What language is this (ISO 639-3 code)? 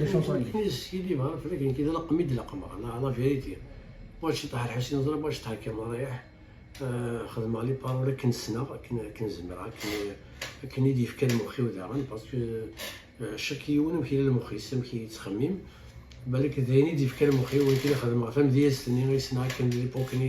kab